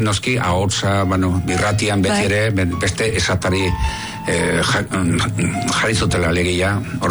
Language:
Basque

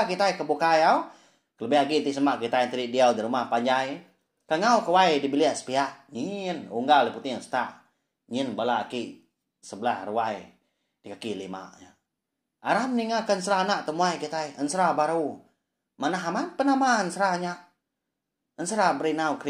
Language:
Iban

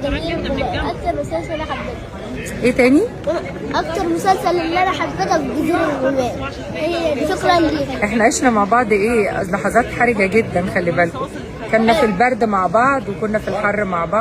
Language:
Egyptian Arabic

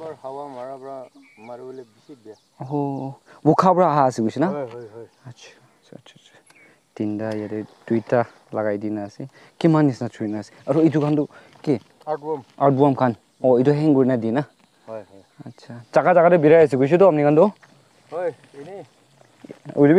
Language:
Naga Pidgin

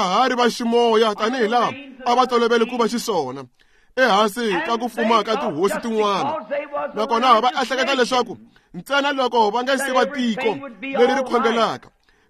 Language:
Tsonga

